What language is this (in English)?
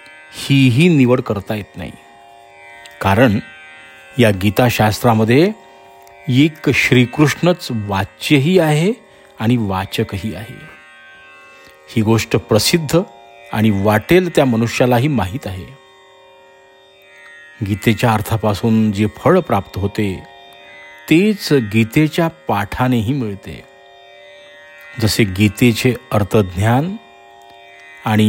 Marathi